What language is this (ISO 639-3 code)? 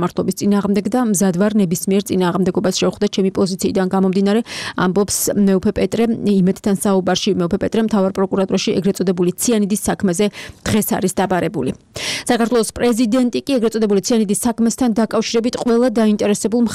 kat